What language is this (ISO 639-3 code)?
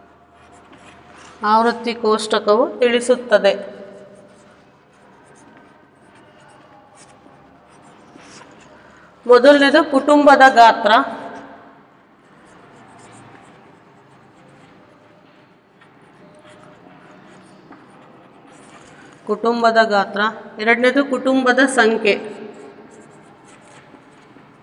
kan